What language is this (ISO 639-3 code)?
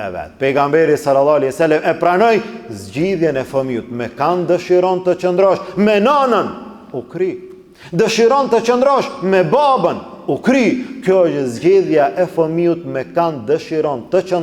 sqi